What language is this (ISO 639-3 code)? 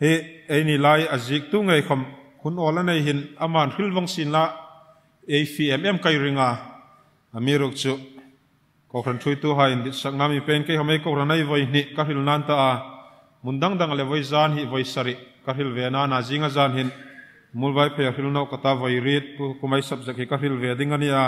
hmr